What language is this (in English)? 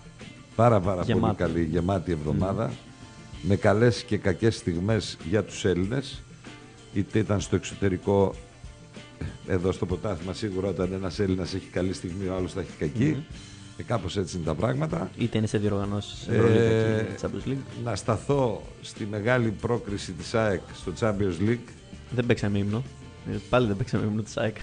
Greek